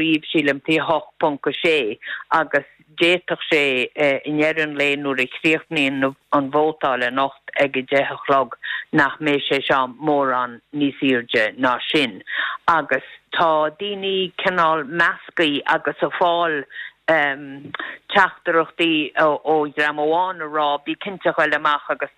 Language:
Irish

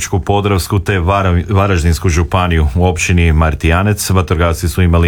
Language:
Croatian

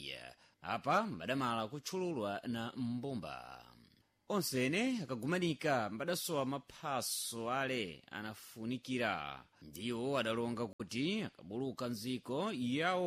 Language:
Sena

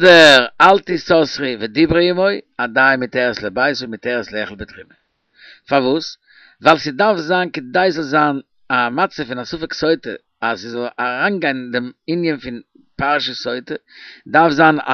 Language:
Yiddish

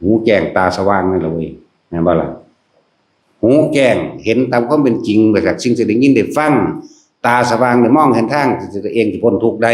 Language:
Northeastern Thai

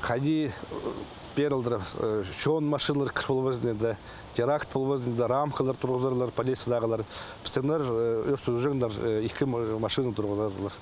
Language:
Khakas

